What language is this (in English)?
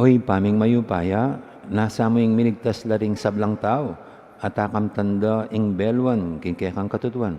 Pampanga